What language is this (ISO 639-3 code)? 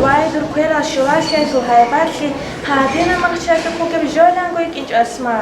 ava